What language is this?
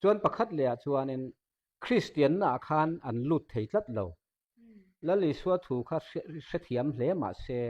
Mizo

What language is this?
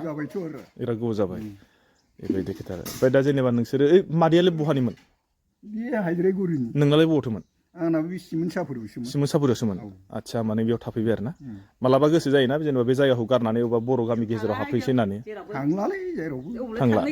Bodo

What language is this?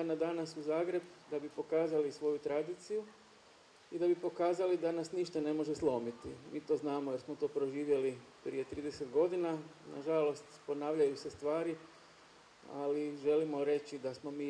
Croatian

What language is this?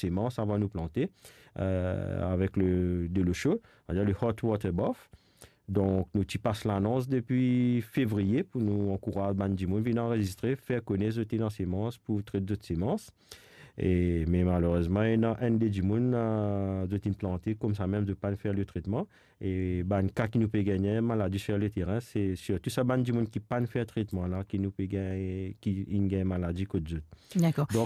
Morisyen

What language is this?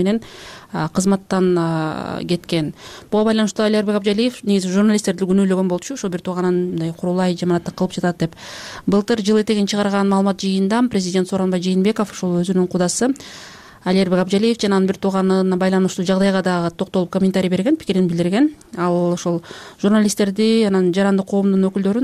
Kyrgyz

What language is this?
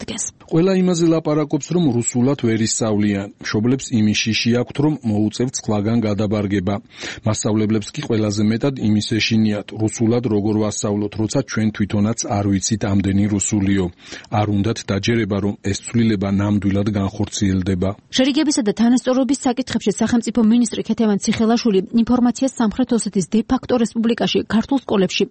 Georgian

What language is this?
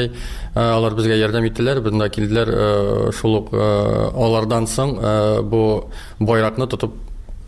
Tatar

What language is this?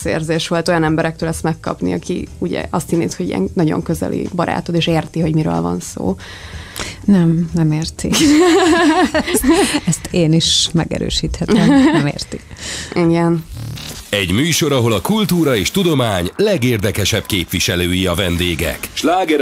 Hungarian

